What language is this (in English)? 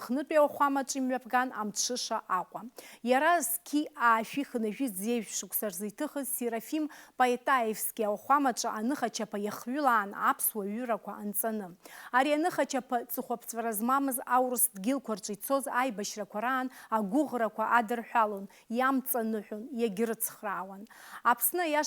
Abkhazian